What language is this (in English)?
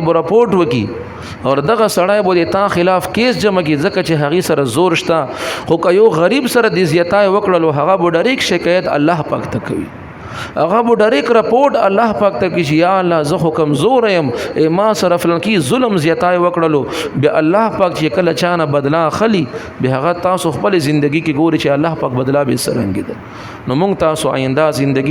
Pashto